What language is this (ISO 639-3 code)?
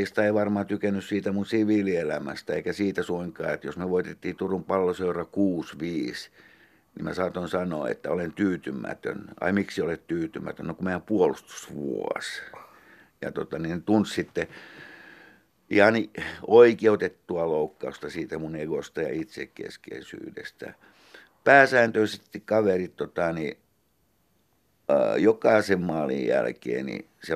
fin